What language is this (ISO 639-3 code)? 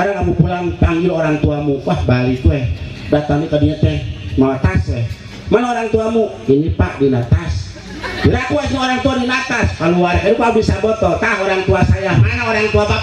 sun